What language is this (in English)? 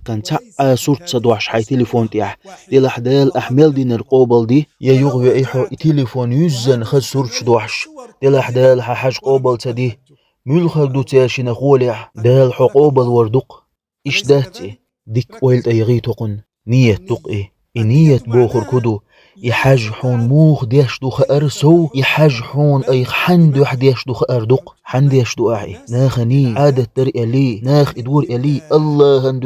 Chechen